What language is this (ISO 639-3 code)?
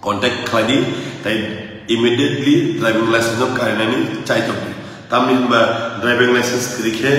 trp